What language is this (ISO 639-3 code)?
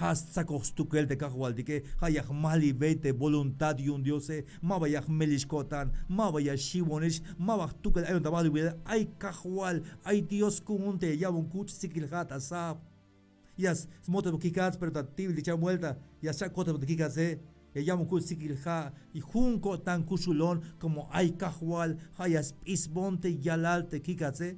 tzh